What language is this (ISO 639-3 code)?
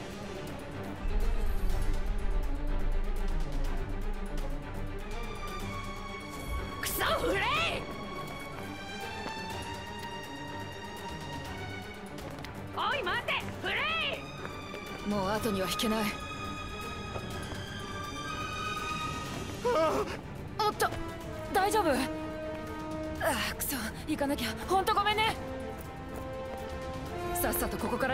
jpn